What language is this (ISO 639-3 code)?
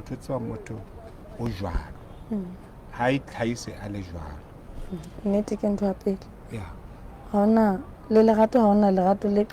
sot